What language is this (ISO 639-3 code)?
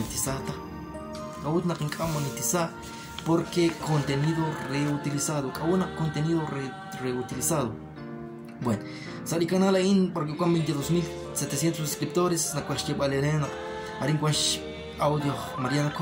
kek